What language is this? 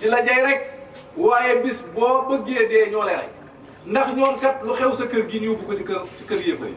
Wolof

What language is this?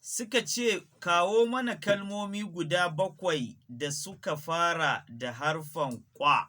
Hausa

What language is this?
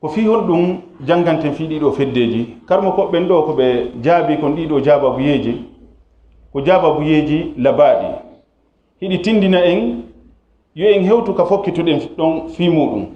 Fula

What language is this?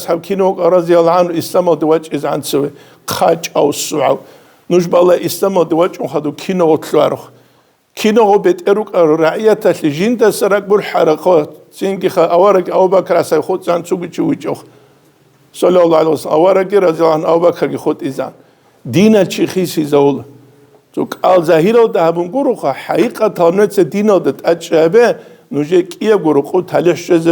Avaric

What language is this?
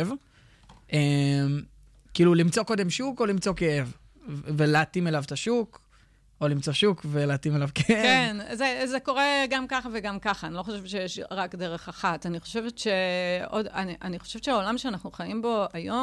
Hebrew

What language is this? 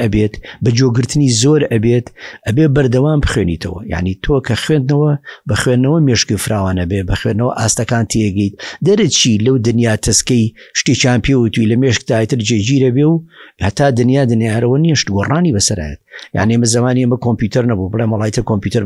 Central Kurdish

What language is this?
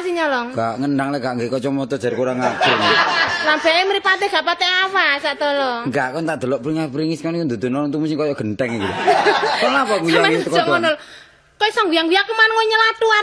Javanese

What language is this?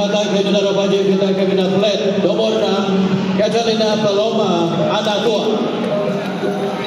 Iban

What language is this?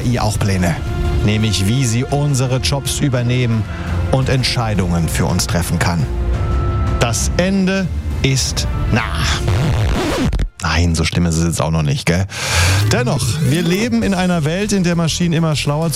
German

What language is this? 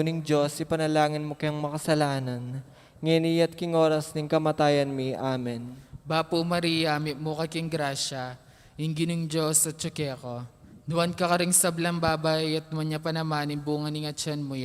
Pampanga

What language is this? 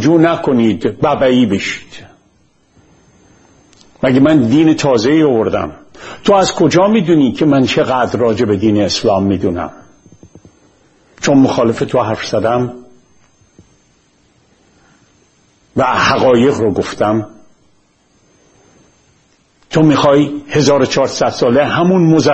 Persian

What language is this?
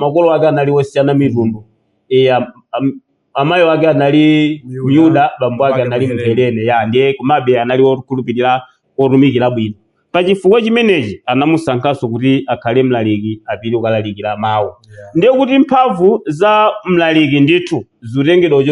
Nyanja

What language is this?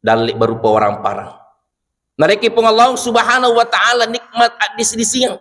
Buginese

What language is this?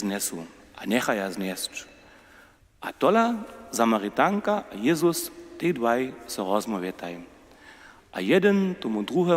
Upper Sorbian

